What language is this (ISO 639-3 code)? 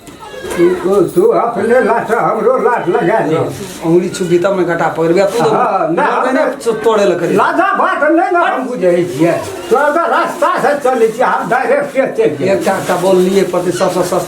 mai